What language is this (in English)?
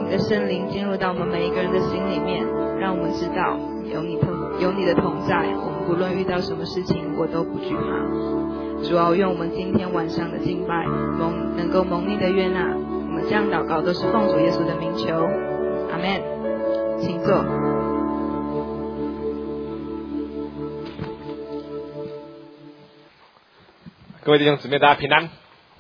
Chinese